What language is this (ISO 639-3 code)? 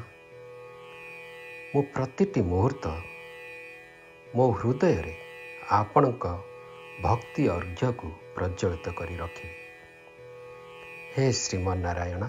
ori